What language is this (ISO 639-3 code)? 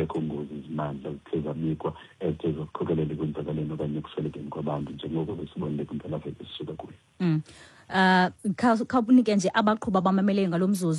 xho